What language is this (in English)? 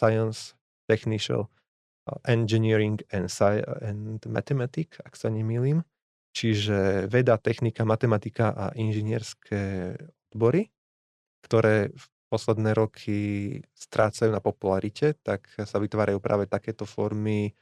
Slovak